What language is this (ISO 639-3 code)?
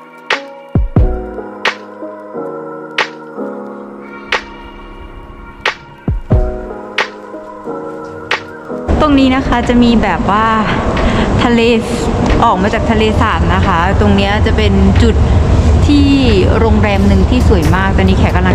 tha